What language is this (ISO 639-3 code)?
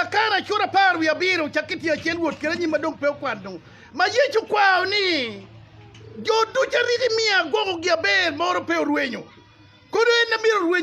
ach